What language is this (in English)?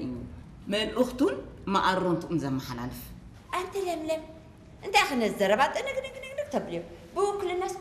Tigrinya